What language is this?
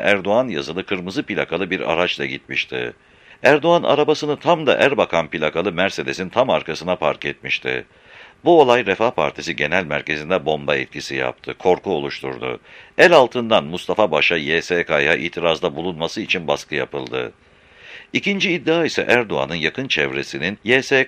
Turkish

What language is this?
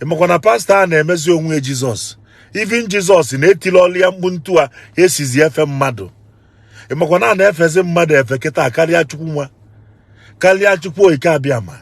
Igbo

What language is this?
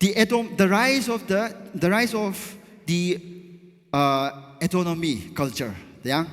Tangkhul Naga (India)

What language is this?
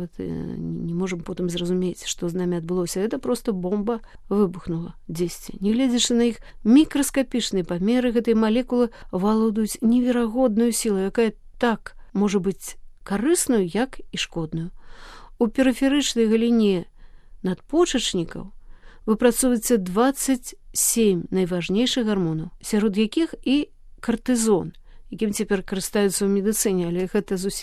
Belarusian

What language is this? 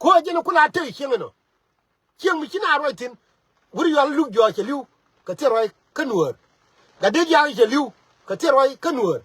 Nuer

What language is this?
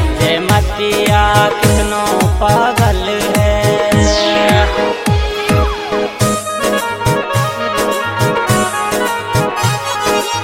Bhojpuri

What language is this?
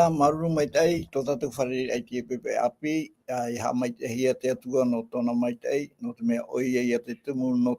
Tahitian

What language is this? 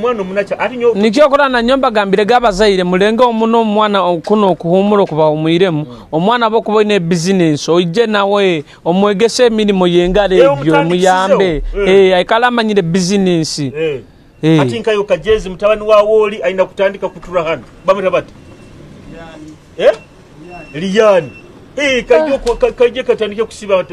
Nyoro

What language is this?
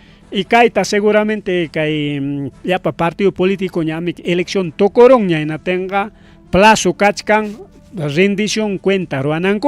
Ayacucho Quechua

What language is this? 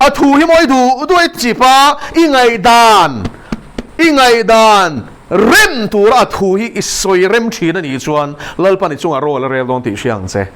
Mizo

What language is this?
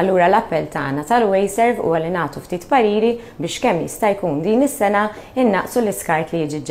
Maltese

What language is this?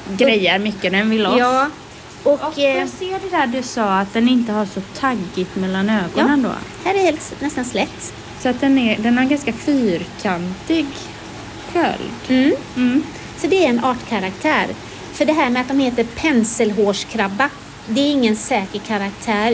Swedish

